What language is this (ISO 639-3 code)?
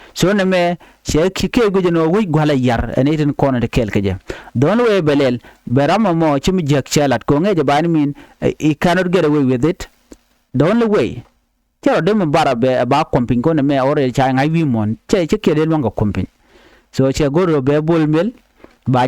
nus